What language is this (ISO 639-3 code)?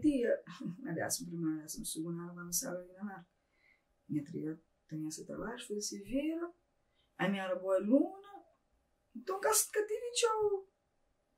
kea